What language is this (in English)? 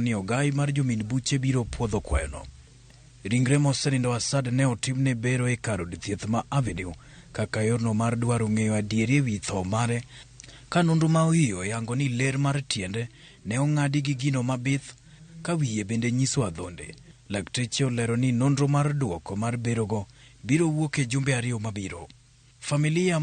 Luo (Kenya and Tanzania)